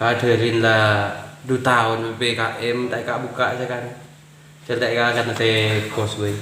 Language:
Madurese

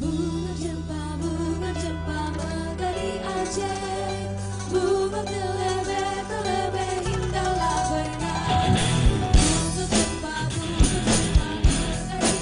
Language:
Banjar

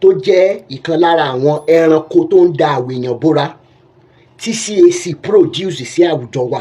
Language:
Yoruba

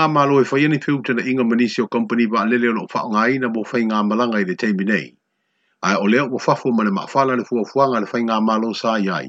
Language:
Samoan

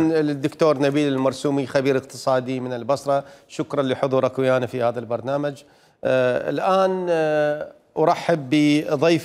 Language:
Mesopotamian Arabic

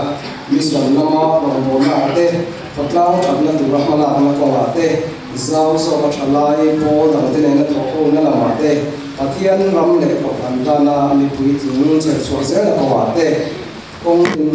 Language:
Mizo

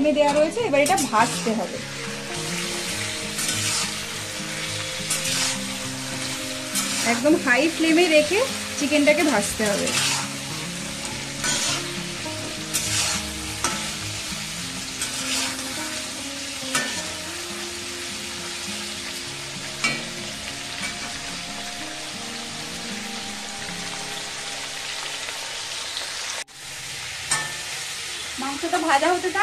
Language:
Bangla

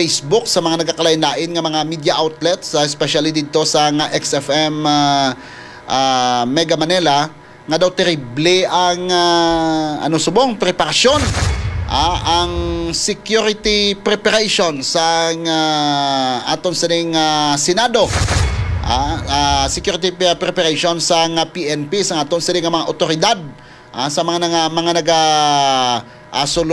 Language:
Hiligaynon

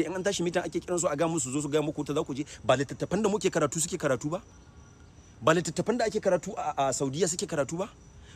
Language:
Hausa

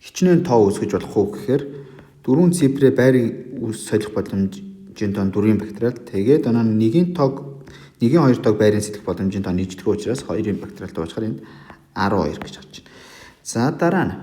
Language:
Mongolian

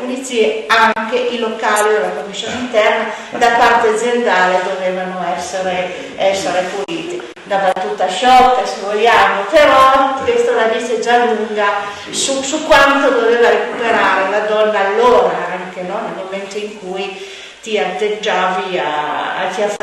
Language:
Italian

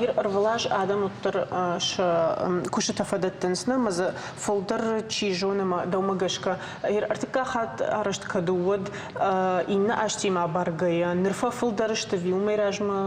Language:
Ossetic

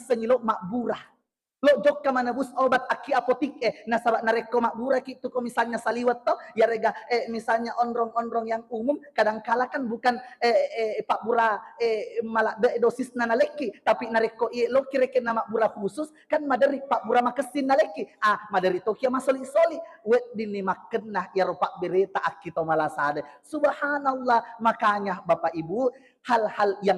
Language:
Buginese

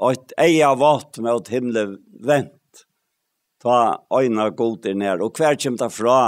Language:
Faroese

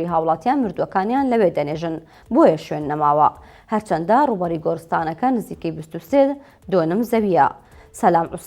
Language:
Central Kurdish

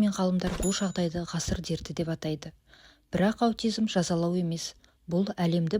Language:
Kazakh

